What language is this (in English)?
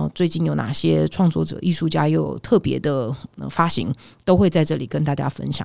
Chinese